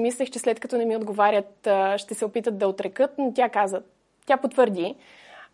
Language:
Bulgarian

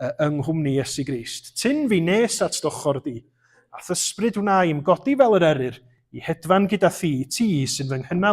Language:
Welsh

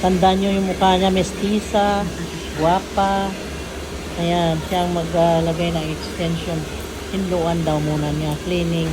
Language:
Cebuano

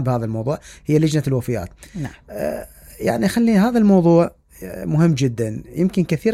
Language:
Mesopotamian Arabic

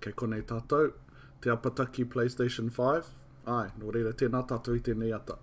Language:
Māori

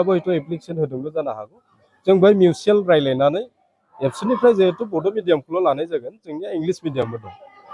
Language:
Bodo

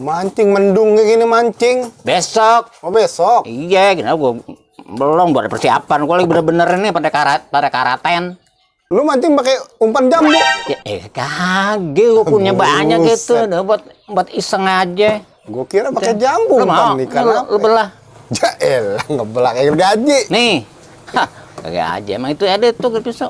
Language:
Betawi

